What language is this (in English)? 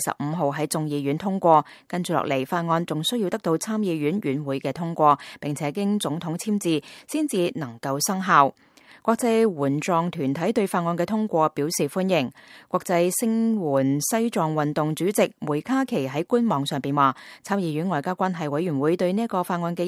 Cantonese